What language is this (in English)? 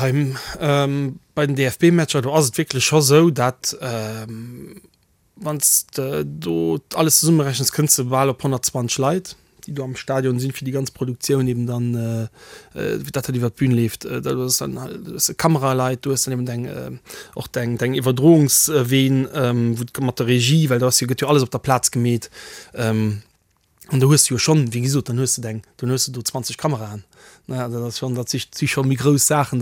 Luxembourgish